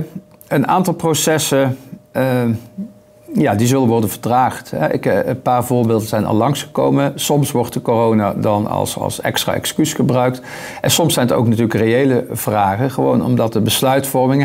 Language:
Dutch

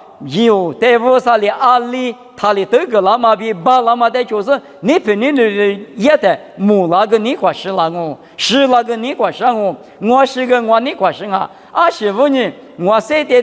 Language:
Lisu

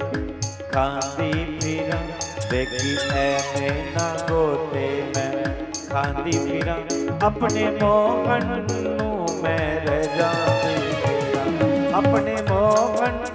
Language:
Dogri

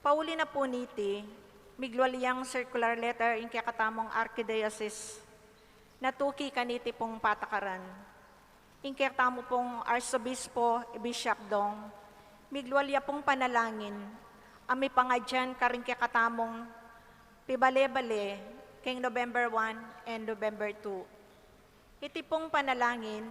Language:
Pampanga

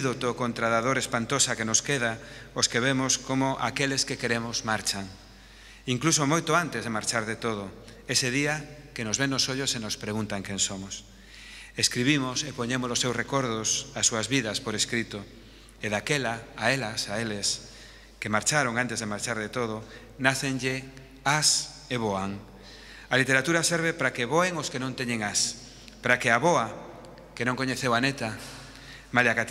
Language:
Galician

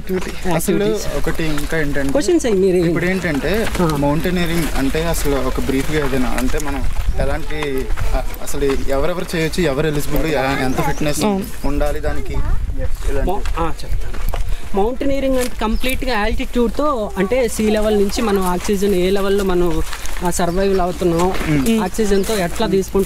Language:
Telugu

